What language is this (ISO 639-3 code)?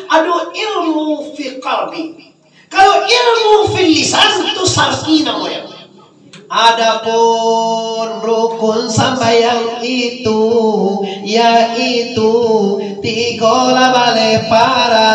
min